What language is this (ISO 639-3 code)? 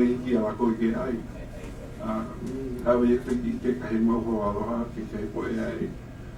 haw